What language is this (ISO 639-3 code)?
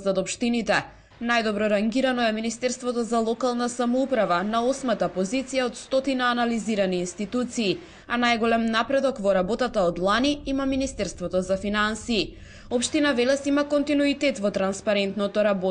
mkd